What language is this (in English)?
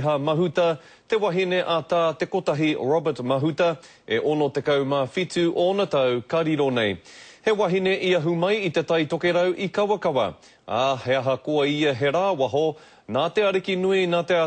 Māori